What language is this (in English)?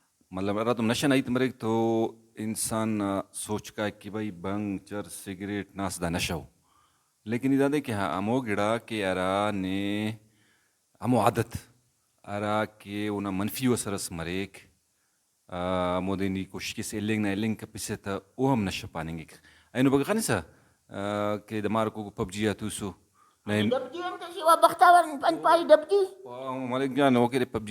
Brahui